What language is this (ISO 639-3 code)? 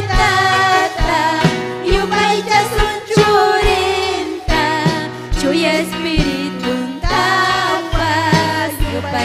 quy